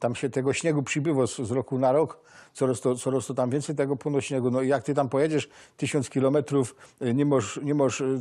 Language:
Silesian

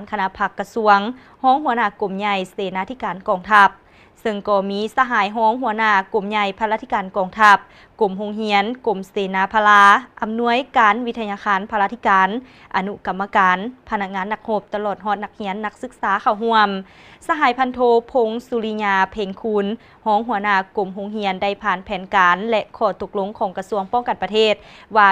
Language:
Lao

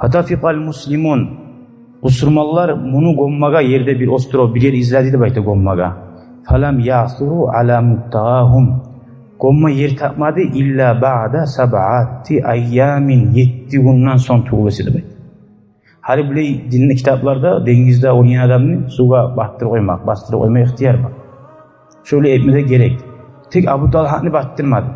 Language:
Kumyk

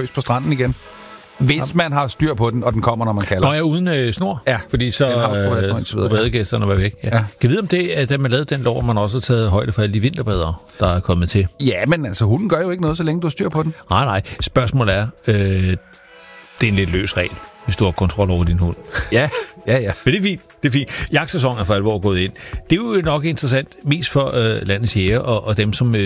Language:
Danish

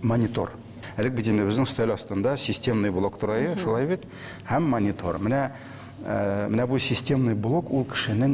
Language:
Tatar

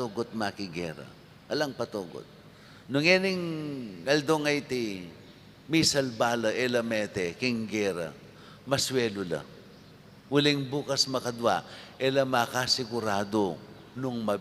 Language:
Pampanga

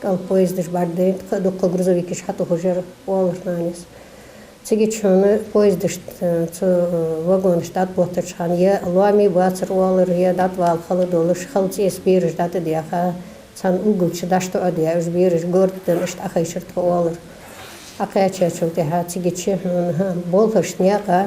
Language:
Ingush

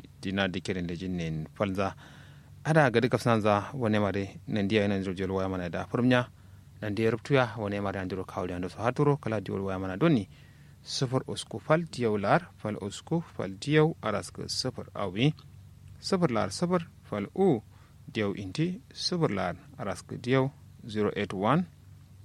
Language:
Kanuri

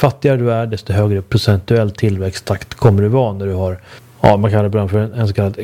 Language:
Swedish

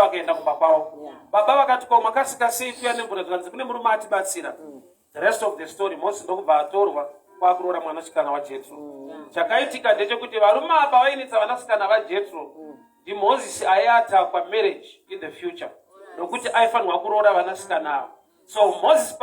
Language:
Shona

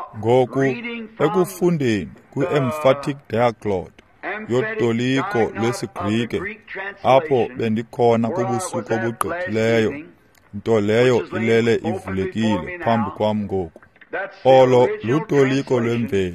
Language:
Xhosa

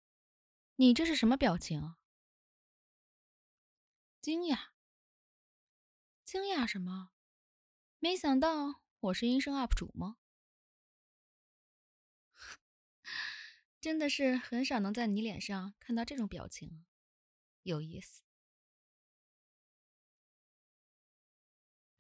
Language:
Chinese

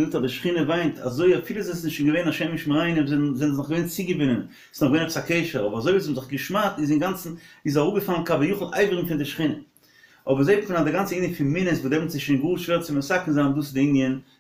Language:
Yiddish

